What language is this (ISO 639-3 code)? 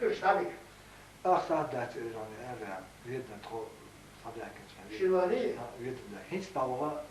che